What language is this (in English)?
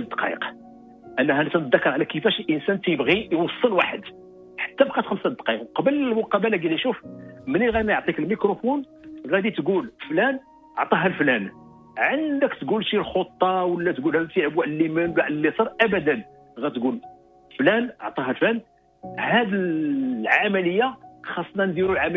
Moroccan Arabic